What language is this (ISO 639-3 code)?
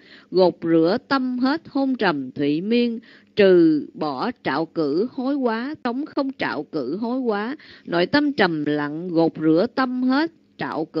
vie